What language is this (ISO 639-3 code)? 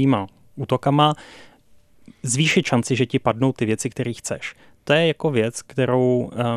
ces